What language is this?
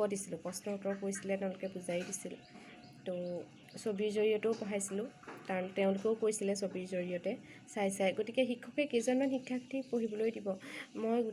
Assamese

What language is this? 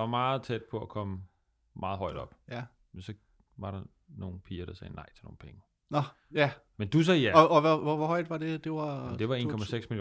Danish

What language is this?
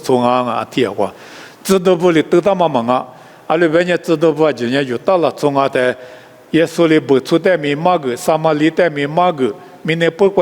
Lisu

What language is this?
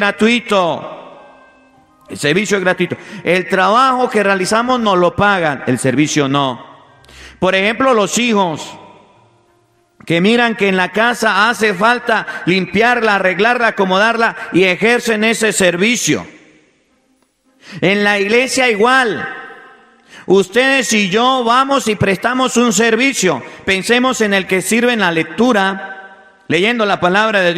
Spanish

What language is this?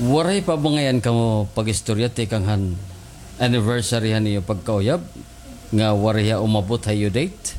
Waray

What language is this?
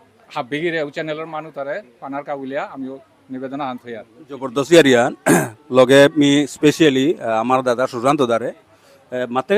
Bishnupriya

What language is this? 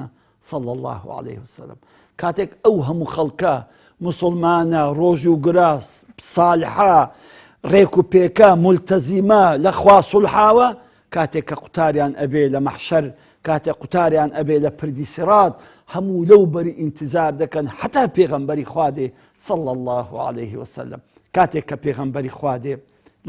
Central Kurdish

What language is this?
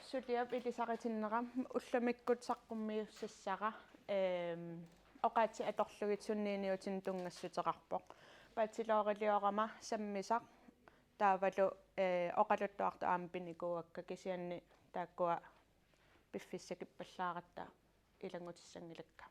Kalaallisut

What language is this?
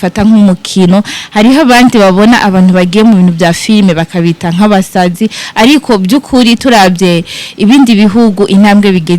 Rundi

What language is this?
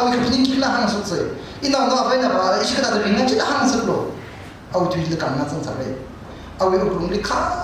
Tangkhul Naga (India)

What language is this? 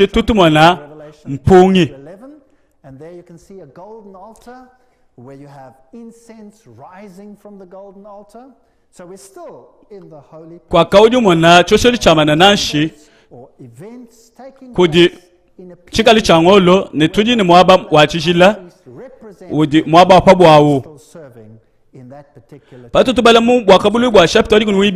Luba-Lulua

